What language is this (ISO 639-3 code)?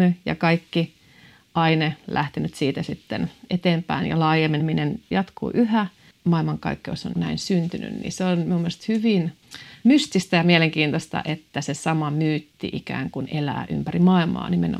fin